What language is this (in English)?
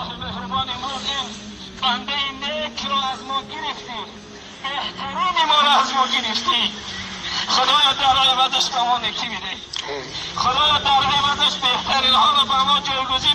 Tajik